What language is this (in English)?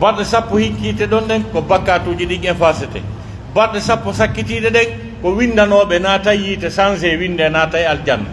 Pular